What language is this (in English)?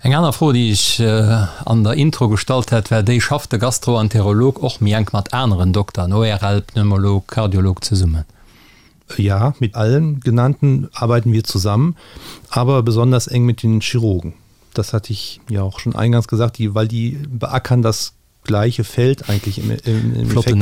Luxembourgish